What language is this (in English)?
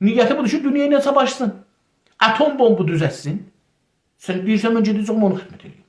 South Azerbaijani